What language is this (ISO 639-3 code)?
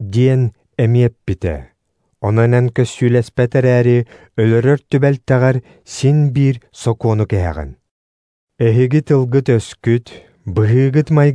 sah